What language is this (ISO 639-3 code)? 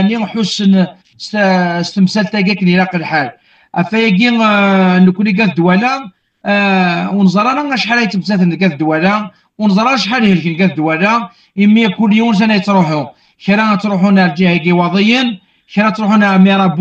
kab